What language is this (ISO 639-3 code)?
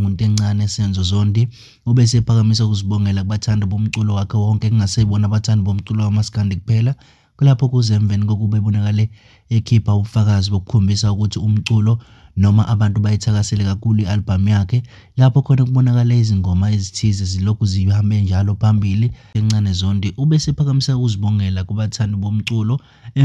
zul